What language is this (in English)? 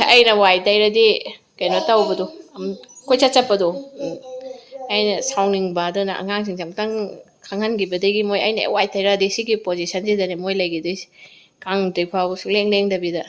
Manipuri